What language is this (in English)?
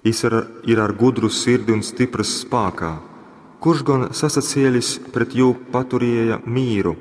Latgalian